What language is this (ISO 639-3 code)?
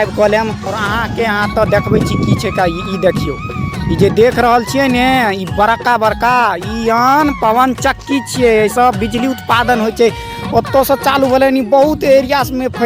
mai